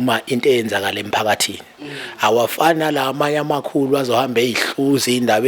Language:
Zulu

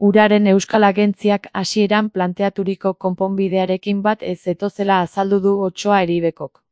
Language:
Basque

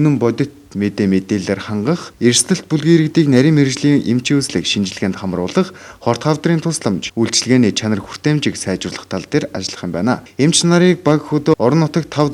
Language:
Mongolian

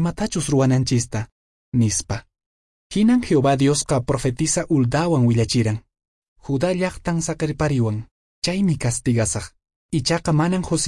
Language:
Quechua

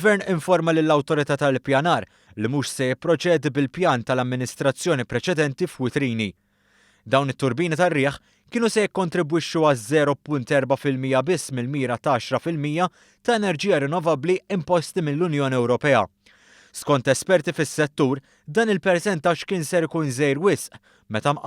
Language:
Maltese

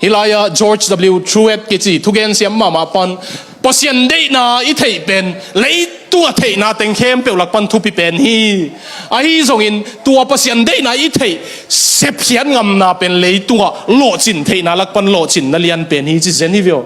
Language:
Tedim Chin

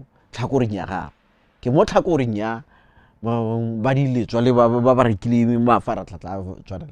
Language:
Tswana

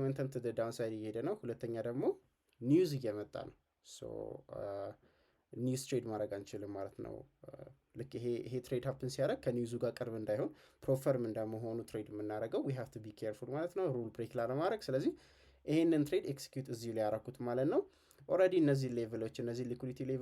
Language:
Amharic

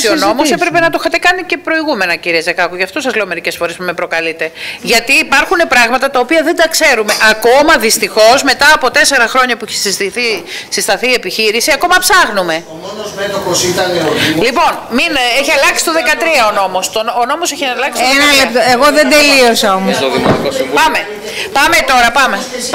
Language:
Greek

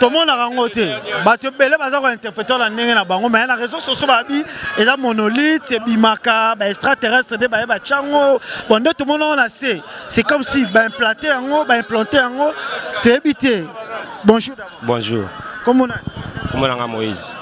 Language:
Lingala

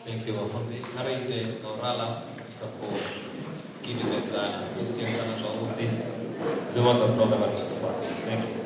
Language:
Venda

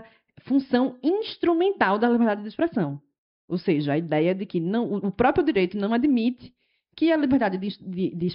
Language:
Portuguese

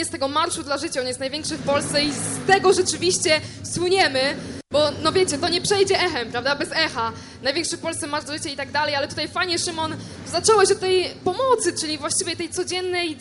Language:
Polish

